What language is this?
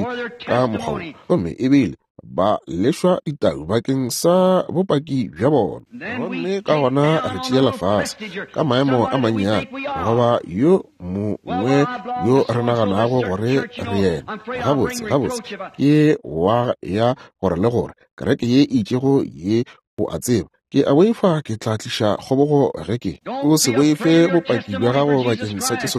Northern Sotho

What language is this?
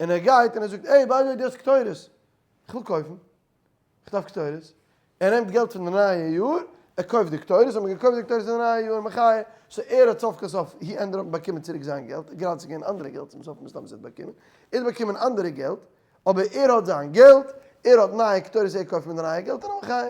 Yiddish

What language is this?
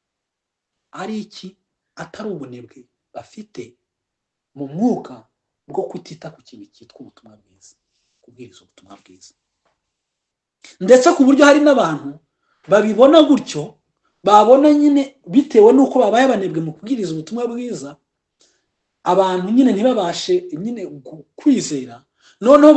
Kinyarwanda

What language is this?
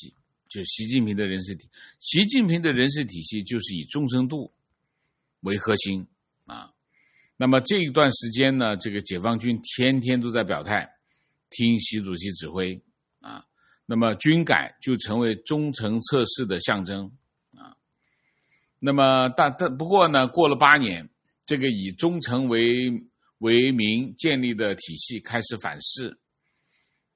Chinese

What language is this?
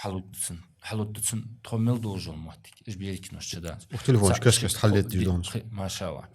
Ingush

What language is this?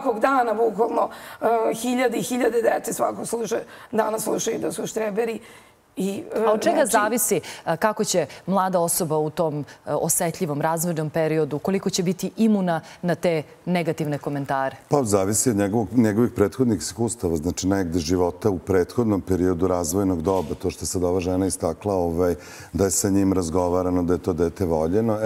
Serbian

